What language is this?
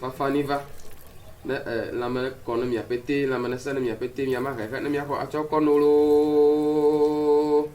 Ewe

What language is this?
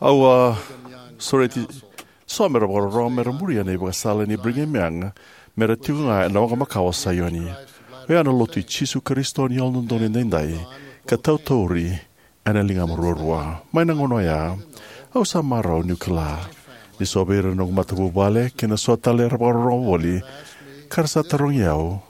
Fijian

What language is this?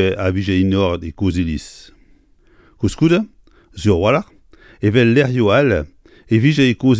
Breton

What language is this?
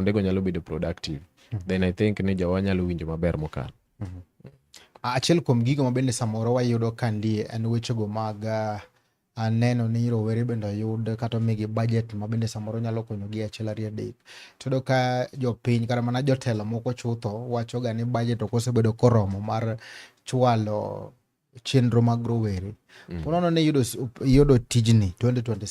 Luo (Kenya and Tanzania)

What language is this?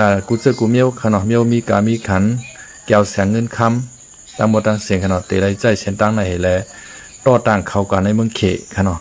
Shan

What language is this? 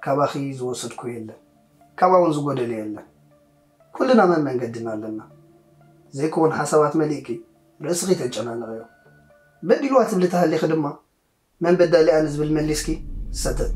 Tigrinya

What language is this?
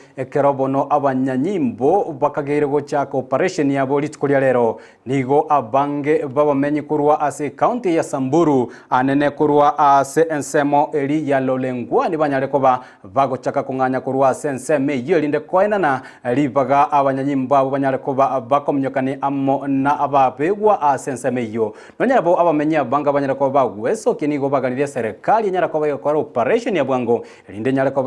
Gusii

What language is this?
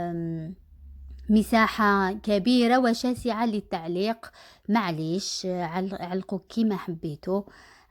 Algerian Arabic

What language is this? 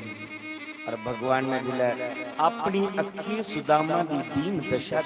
Dogri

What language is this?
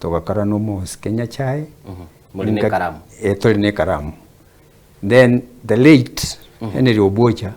Gusii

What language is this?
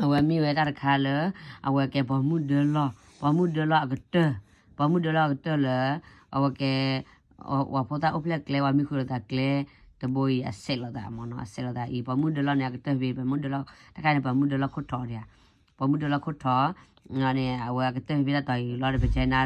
S'gaw Karen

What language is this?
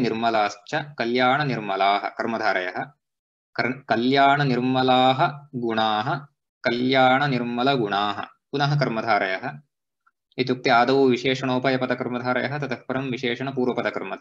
Sanskrit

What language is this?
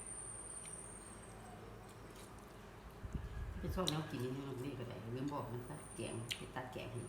Lao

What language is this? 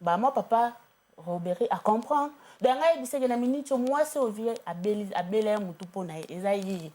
Lingala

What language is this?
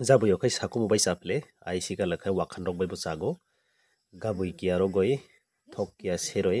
Kok Borok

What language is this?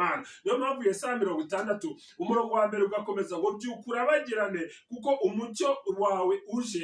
Kinyarwanda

